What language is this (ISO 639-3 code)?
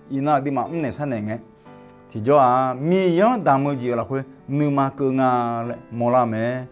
ahk